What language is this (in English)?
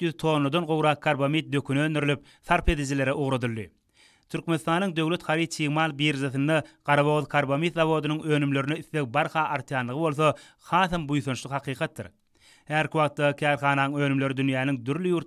Turkmen